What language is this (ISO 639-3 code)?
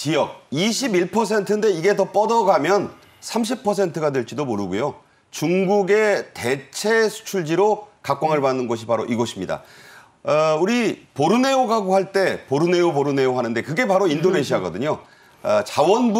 kor